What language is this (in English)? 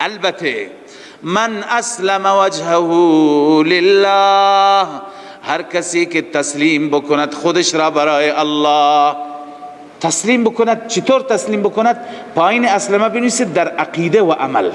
Persian